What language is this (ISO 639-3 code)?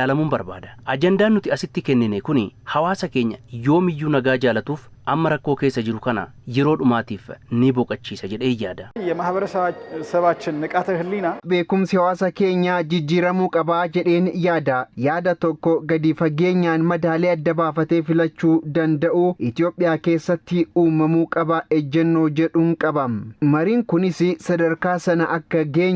orm